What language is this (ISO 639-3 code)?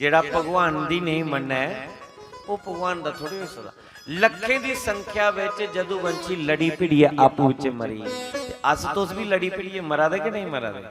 doi